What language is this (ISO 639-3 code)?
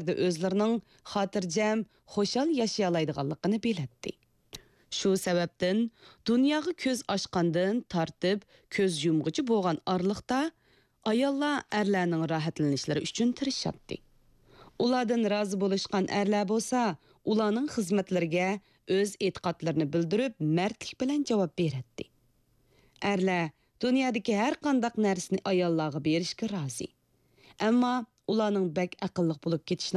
uig